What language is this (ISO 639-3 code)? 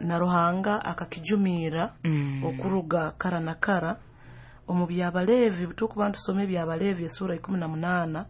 nyo